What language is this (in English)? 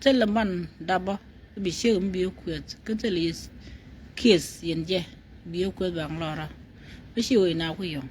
Nuer